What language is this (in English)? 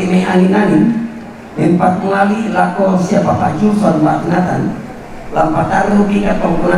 Toraja-Sa'dan